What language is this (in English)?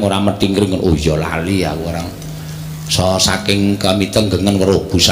Javanese